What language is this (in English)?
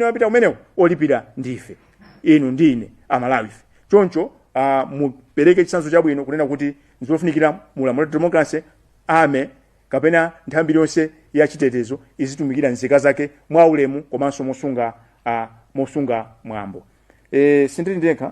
Nyanja